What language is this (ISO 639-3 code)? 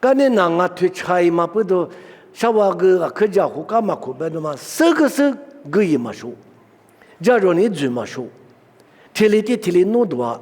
lis